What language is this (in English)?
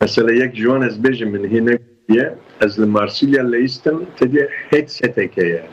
Kurdish